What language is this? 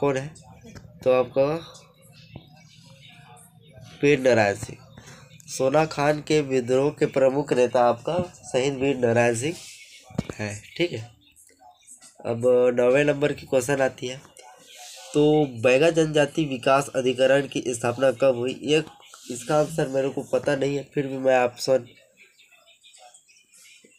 Hindi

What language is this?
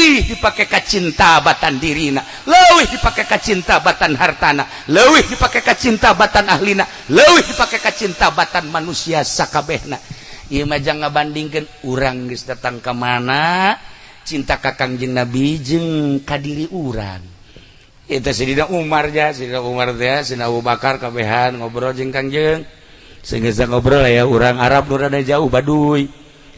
Sundanese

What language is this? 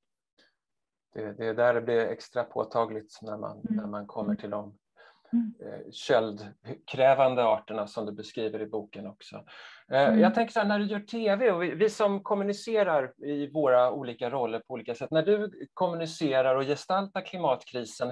Swedish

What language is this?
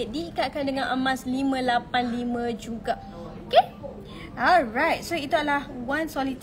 Malay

